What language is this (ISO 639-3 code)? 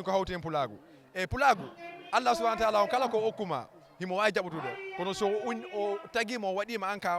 ful